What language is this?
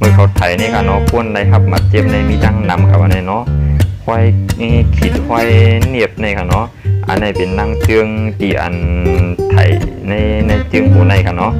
Shan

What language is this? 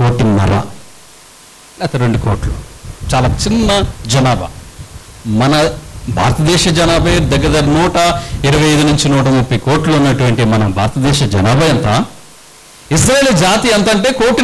Telugu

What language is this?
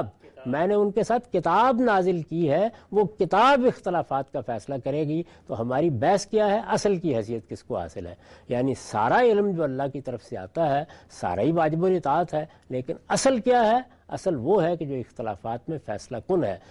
Urdu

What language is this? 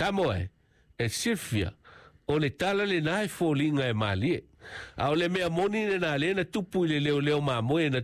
Samoan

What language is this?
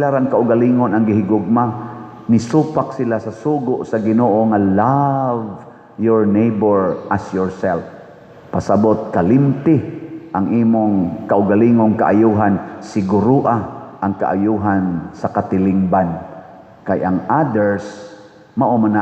Cebuano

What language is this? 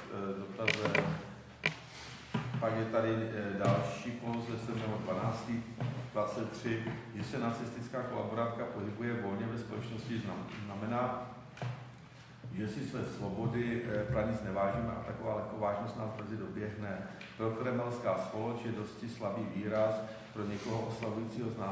Czech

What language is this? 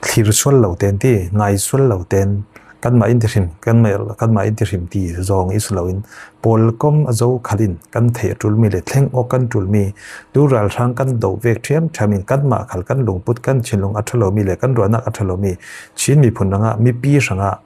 Falam Chin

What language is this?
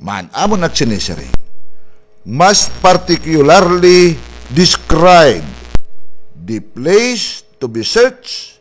Waray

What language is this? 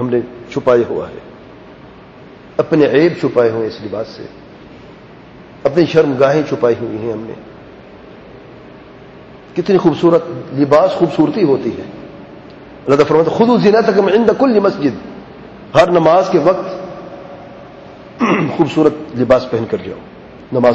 Urdu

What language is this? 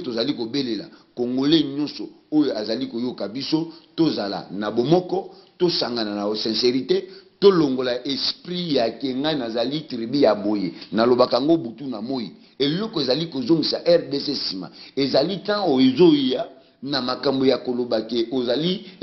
Lingala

